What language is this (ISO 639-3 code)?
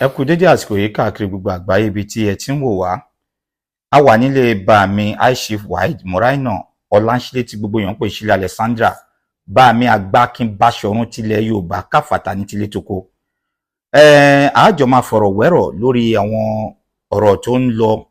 yor